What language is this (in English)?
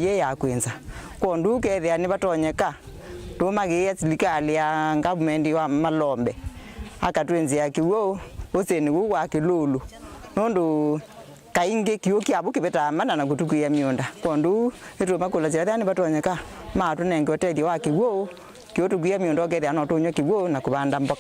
Kamba